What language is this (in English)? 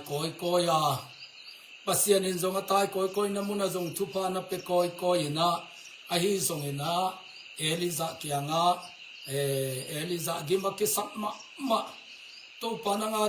Tedim Chin